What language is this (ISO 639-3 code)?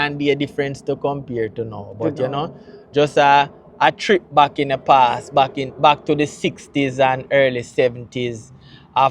jam